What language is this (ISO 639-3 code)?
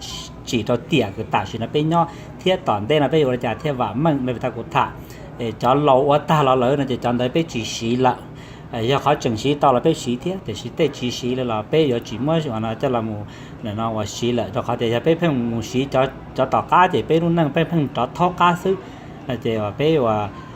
hmn